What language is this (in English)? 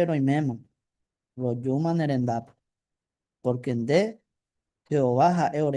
Guarani